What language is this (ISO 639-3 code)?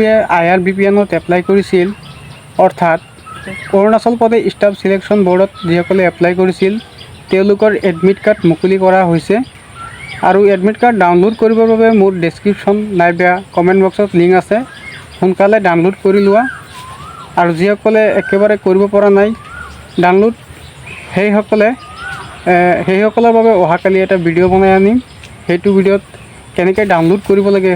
asm